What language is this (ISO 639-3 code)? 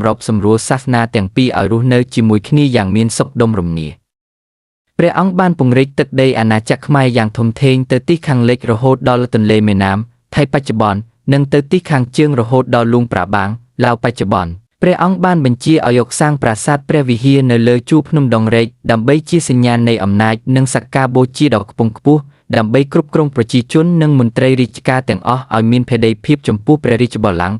khm